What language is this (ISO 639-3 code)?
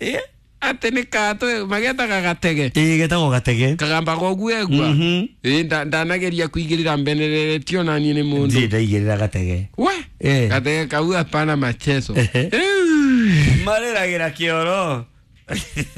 kik